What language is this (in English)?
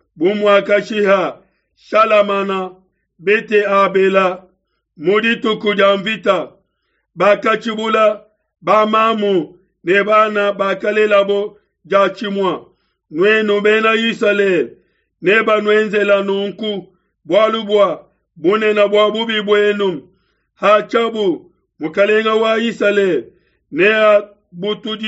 Luba-Lulua